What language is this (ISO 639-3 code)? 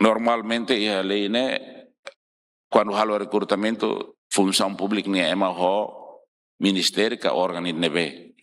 tet